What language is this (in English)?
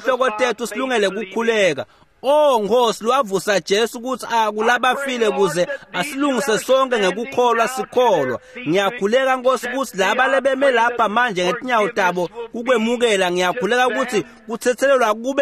Swati